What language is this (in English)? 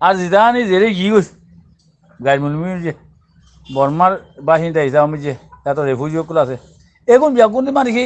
Rohingya